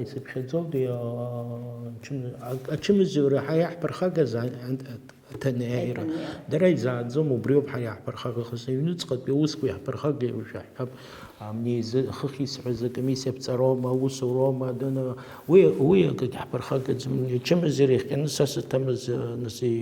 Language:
Abkhazian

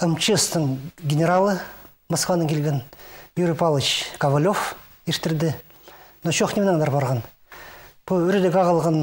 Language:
Khakas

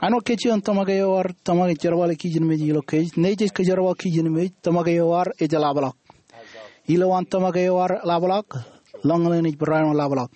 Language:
Marshallese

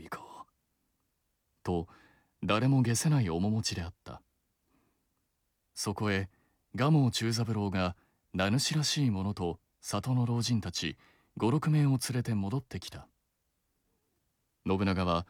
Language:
Japanese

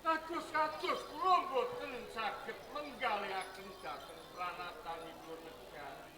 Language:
Javanese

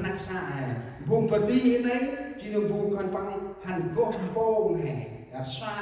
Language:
Central Mnong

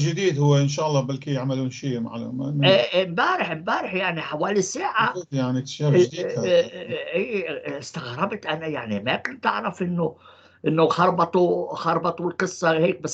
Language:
North Levantine Arabic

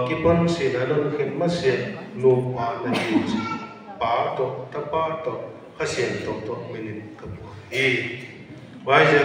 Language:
Paite Chin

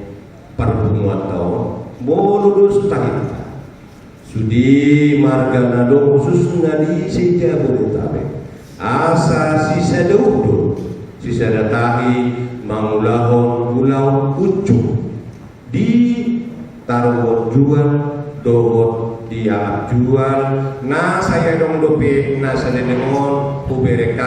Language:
Batak Toba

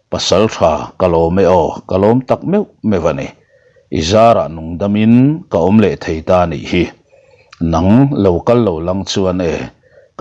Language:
Mizo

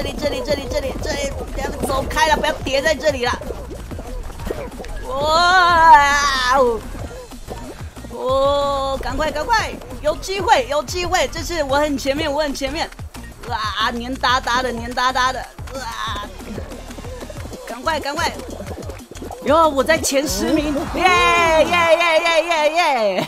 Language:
Chinese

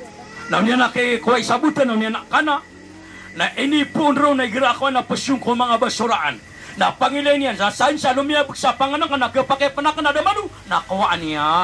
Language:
Maranao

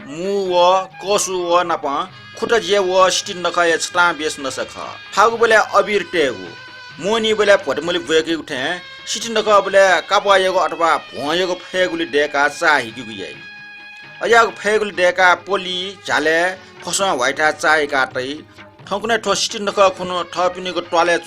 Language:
Newari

